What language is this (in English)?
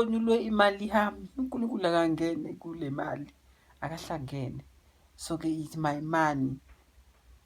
Zulu